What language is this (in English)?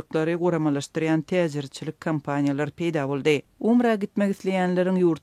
Turkmen